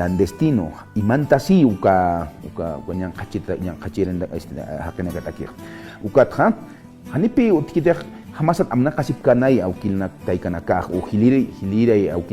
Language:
Aymara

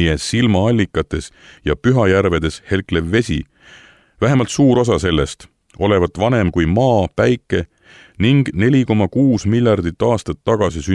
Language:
Estonian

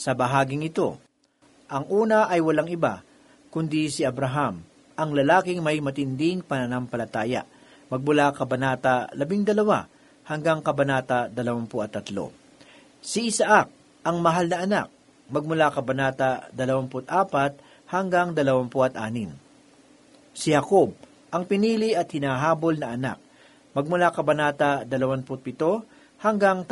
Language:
Filipino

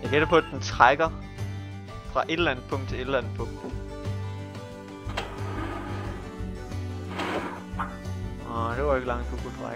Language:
Danish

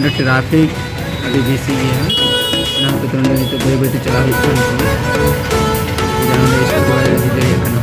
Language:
Santali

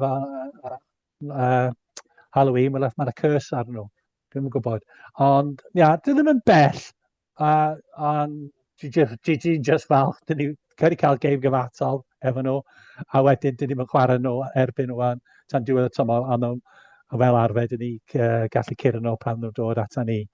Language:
Welsh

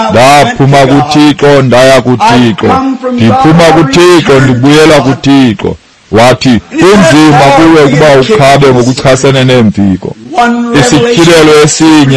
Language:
Xhosa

